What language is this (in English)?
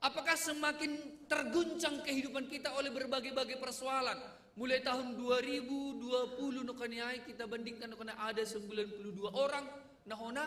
Batak Simalungun